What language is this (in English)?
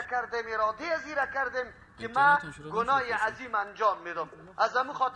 Persian